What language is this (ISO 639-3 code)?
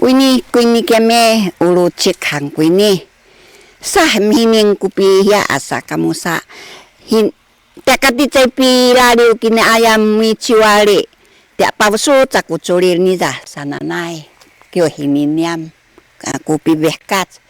szy